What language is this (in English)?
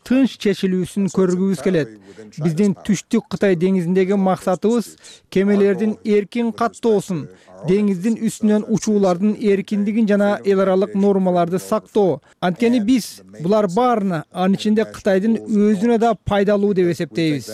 Kyrgyz